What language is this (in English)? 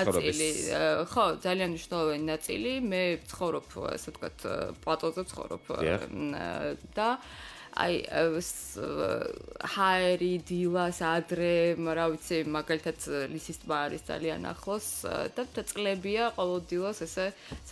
Georgian